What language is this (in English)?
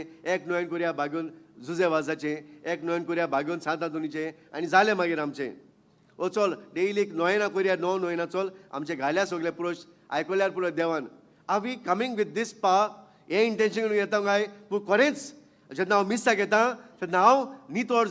Konkani